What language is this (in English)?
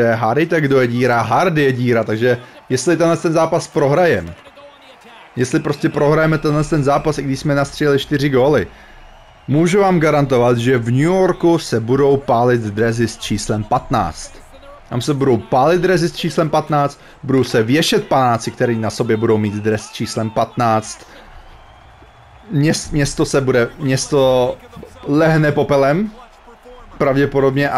Czech